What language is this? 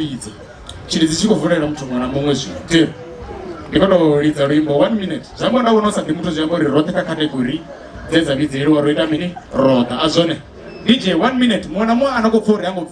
Venda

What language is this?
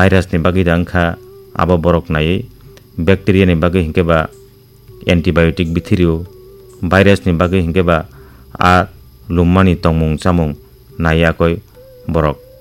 Kok Borok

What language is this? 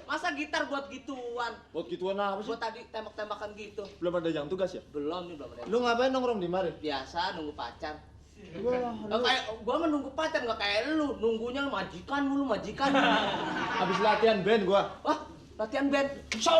Betawi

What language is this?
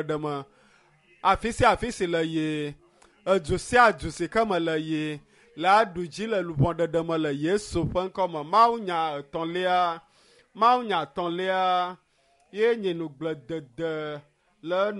Ewe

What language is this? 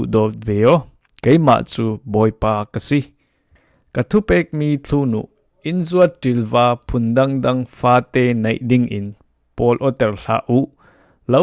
Falam Chin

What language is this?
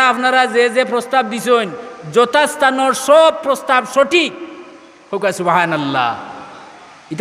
Sylheti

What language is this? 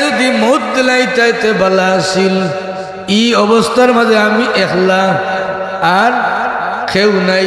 Sylheti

